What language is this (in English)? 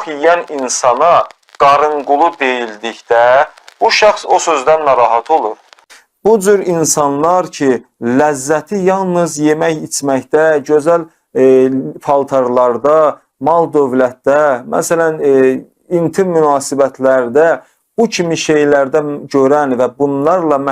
Azerbaijani